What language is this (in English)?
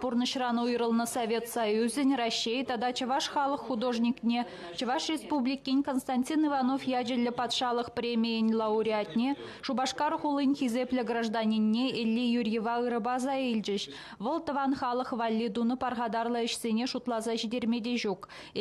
Chuvash